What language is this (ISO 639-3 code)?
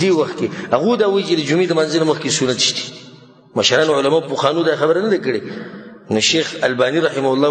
pus